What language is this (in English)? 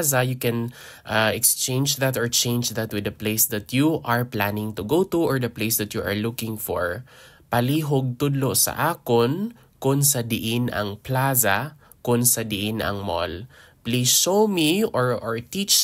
Hiligaynon